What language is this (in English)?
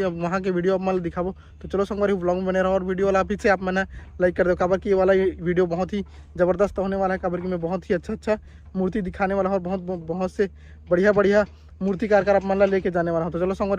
Chhattisgarhi